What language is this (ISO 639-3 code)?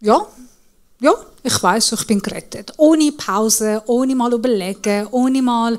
gsw